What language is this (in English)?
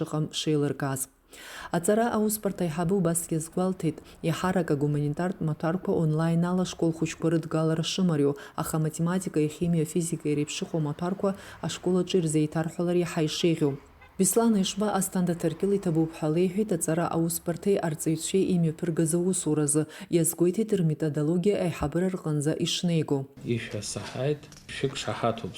Abkhazian